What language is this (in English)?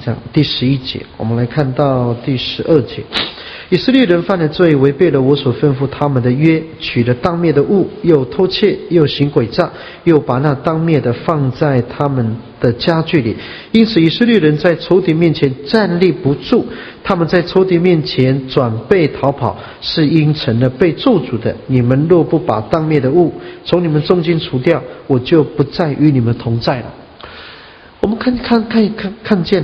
Chinese